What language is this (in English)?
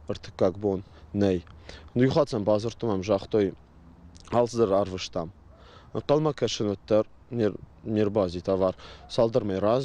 Ossetic